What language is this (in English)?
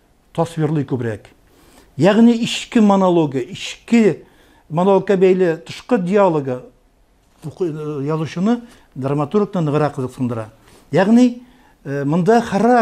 Tatar